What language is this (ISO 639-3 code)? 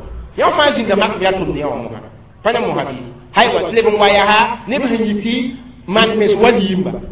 mos